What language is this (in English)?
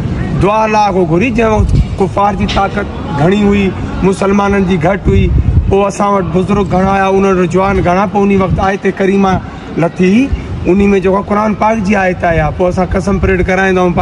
Sindhi